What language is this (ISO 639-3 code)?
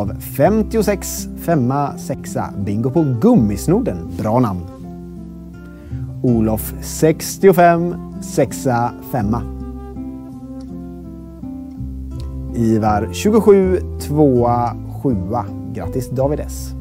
swe